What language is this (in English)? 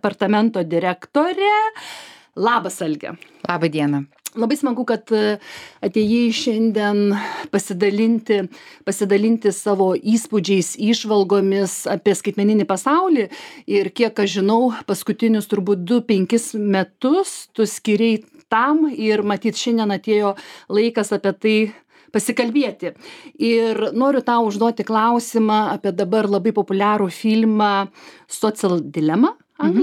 Lithuanian